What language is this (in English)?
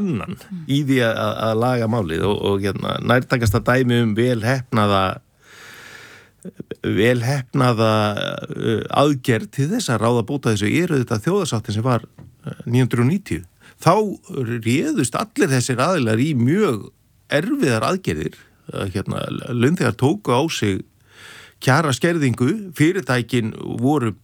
Icelandic